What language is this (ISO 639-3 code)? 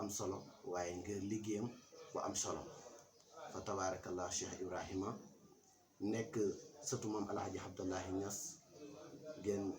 wol